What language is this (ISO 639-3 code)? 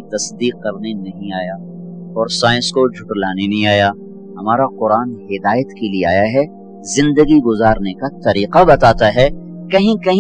urd